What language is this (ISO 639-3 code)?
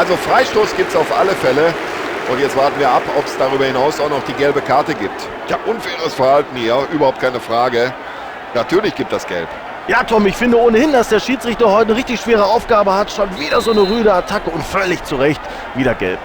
bar